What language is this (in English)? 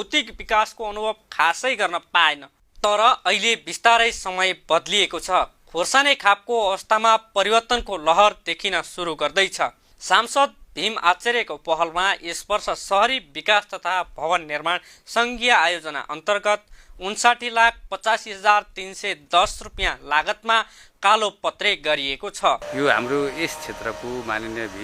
Nepali